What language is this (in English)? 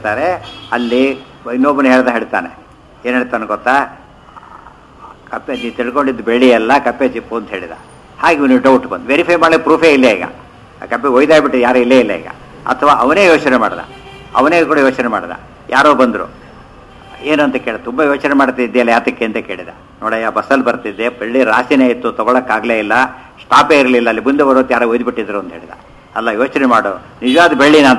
Kannada